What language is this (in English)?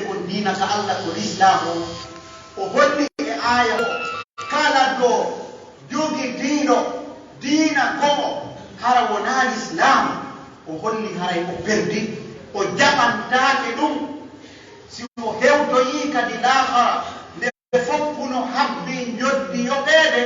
Pular